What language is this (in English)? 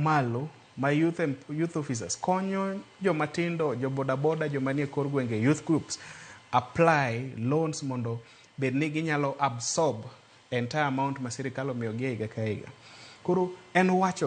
Luo (Kenya and Tanzania)